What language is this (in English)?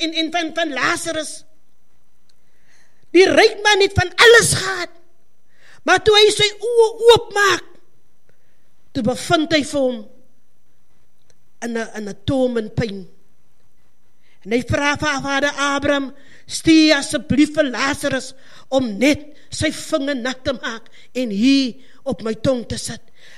Afrikaans